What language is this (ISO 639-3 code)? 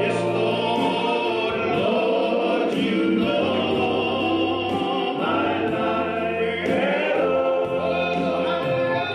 fij